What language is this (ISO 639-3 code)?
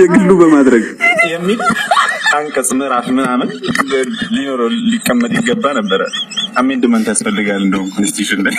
amh